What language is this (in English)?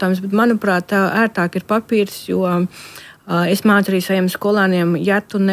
Latvian